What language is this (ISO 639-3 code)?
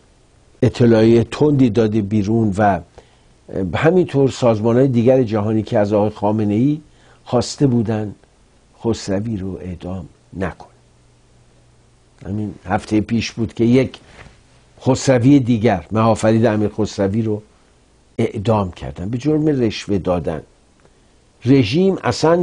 fas